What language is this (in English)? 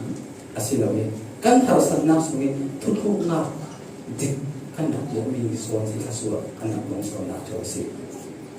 Falam Chin